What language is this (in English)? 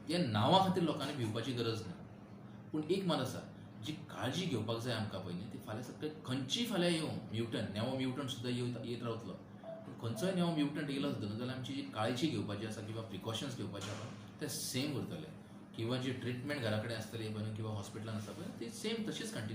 Konkani